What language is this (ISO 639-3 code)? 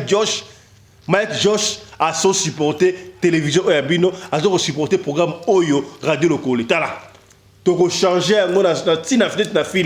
lin